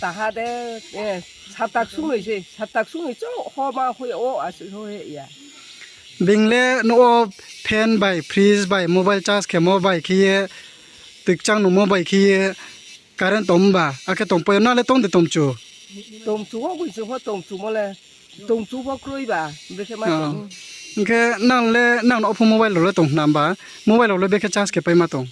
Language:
Riang (India)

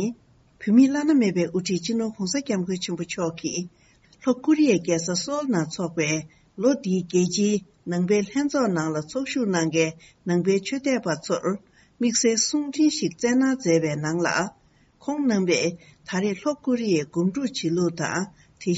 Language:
Tibetan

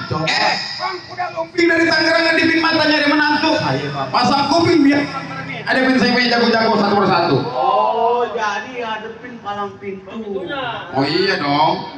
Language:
Betawi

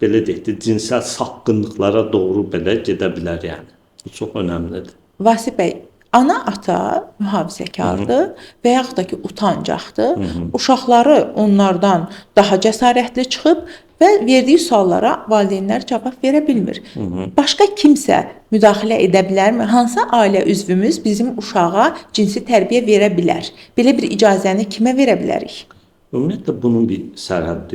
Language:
Azerbaijani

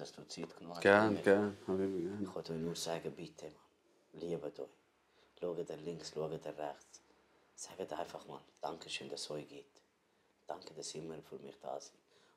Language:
Swiss German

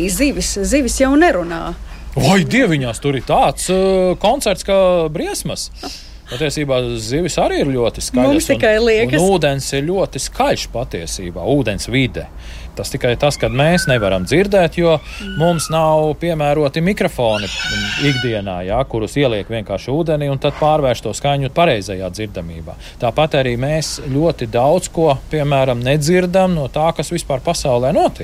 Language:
Latvian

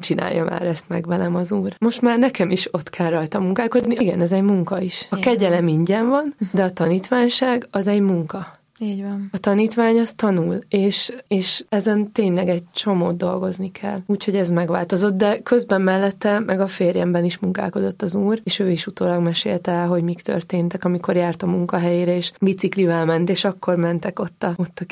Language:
Hungarian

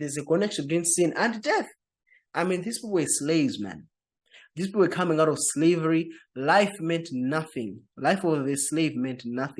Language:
English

